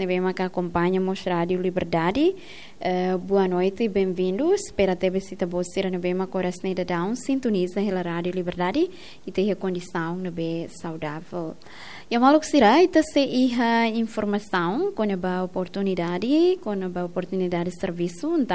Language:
Tetum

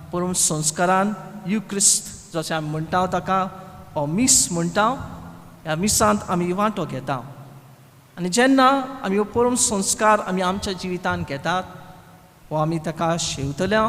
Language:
Konkani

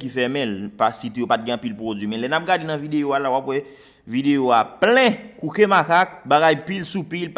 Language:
Haitian Creole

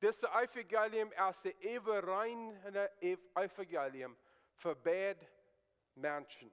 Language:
Plautdietsch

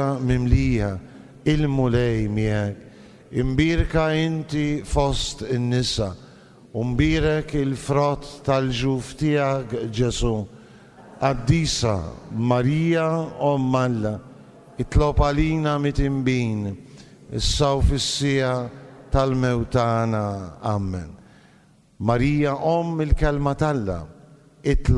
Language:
Maltese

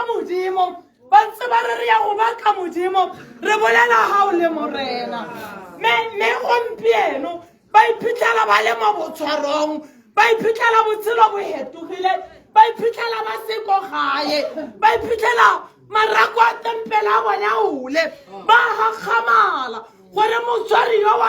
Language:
Tswana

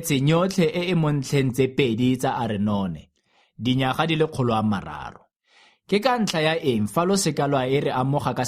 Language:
Tswana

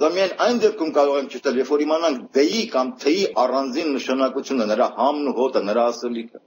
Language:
Armenian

